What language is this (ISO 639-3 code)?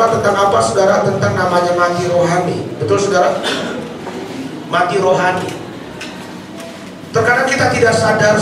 ind